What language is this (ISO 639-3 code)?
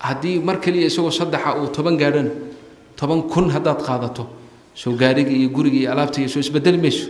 som